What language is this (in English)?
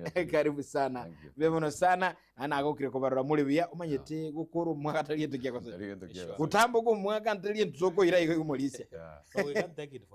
Gusii